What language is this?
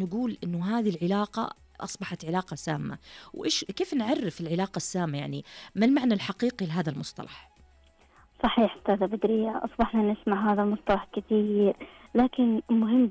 Najdi Arabic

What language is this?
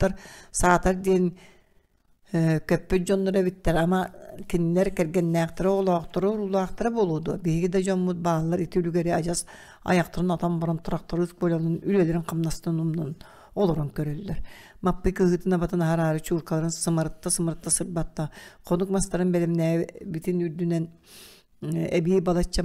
Yakut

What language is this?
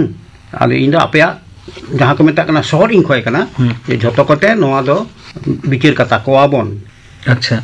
Santali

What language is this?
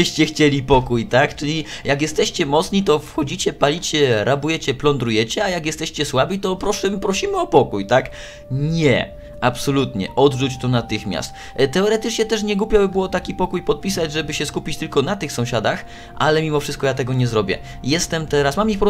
Polish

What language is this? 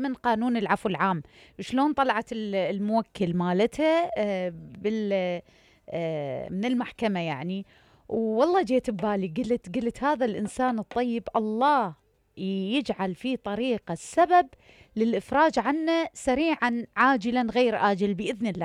Mesopotamian Arabic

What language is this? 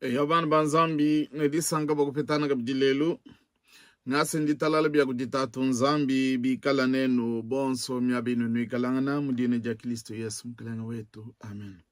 Luba-Lulua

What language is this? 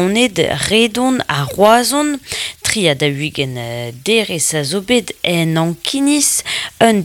Breton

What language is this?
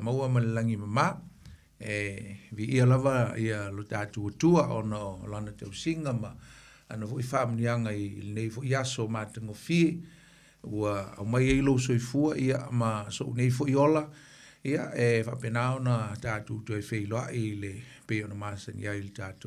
Samoan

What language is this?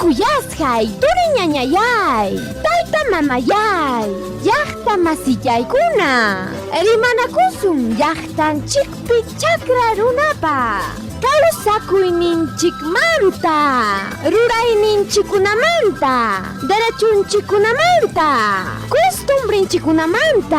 Ayacucho Quechua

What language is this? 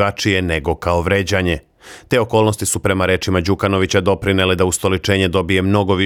Serbian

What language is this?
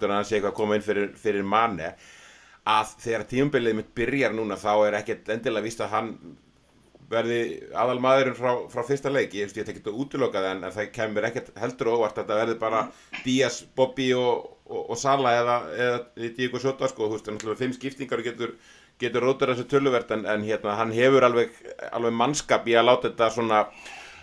Icelandic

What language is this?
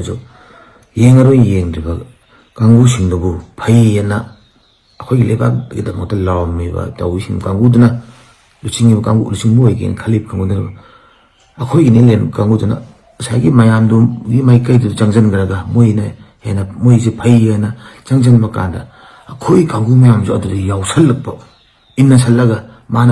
Manipuri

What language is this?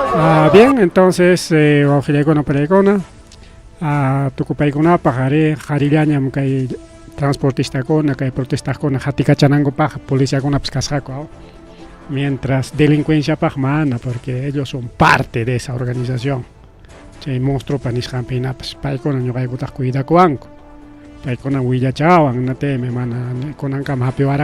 Ayacucho Quechua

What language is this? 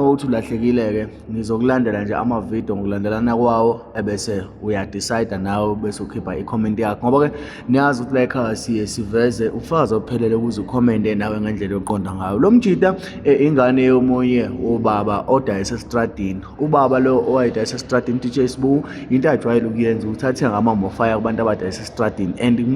Zulu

